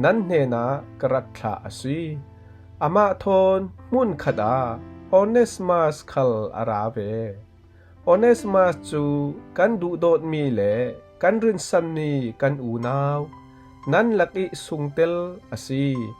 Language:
Falam Chin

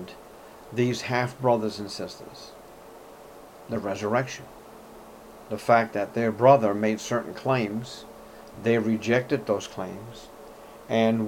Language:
English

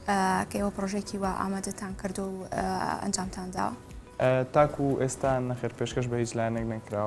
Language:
Central Kurdish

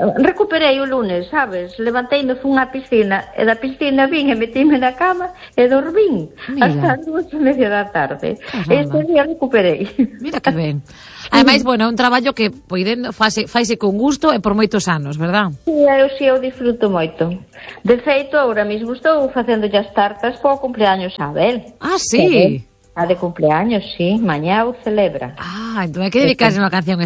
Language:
Galician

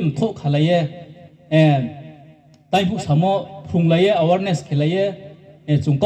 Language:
Riang (India)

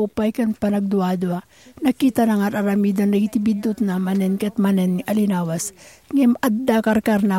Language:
Iloko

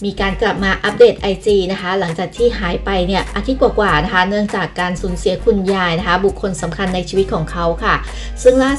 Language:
Thai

